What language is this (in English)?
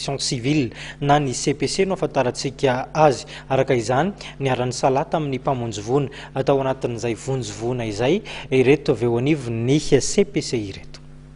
Malagasy